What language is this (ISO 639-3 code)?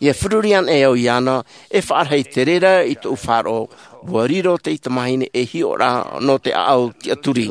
tah